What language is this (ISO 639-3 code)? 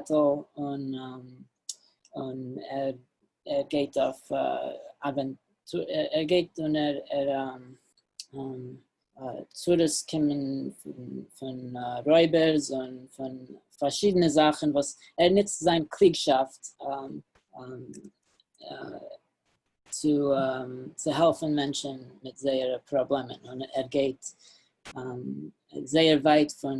yid